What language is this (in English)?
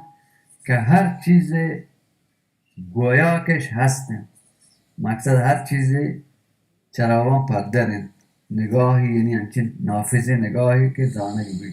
Baluchi